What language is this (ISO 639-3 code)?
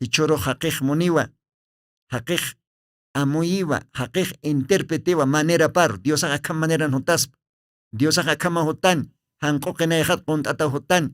aym